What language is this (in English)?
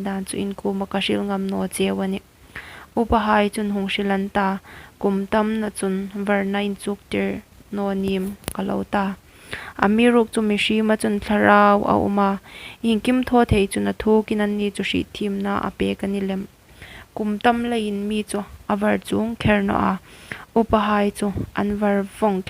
Hmar